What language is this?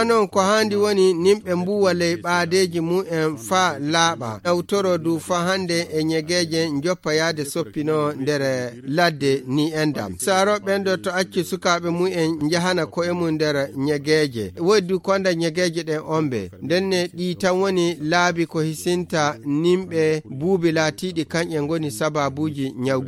Fula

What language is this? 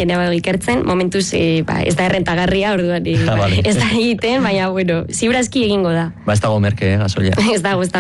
Basque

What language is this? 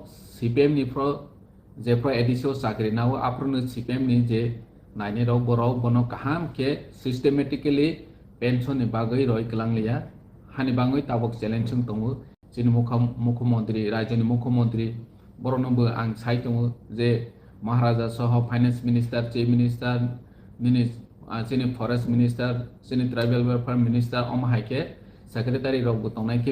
Riang (India)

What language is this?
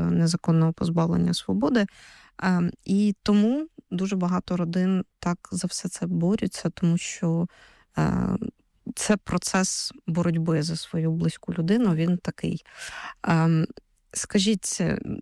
Ukrainian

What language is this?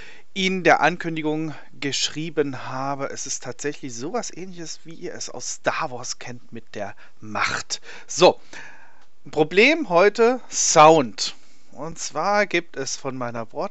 German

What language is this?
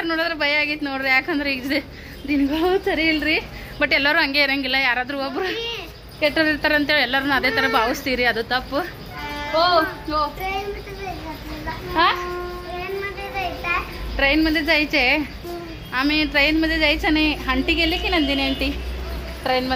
Kannada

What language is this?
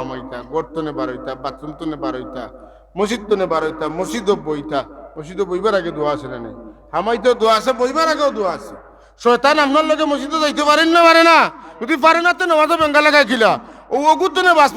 Sylheti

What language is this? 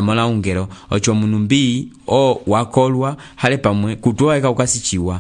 Umbundu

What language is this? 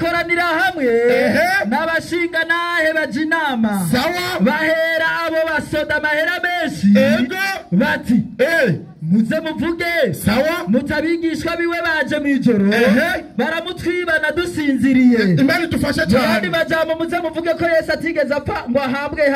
Rundi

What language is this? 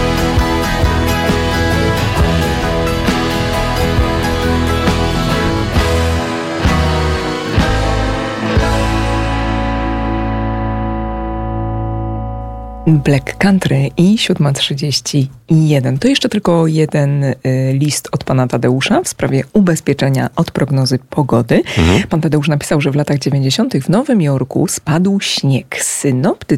Polish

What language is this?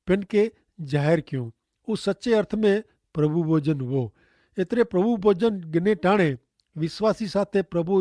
Kachhi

